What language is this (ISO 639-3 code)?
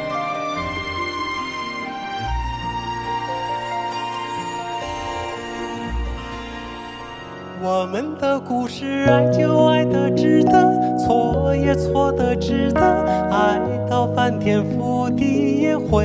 zho